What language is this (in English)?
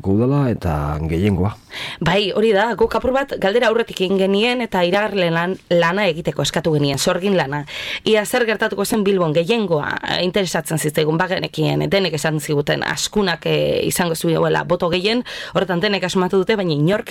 Basque